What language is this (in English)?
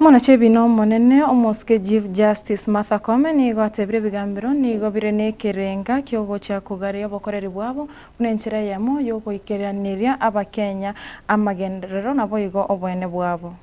Gusii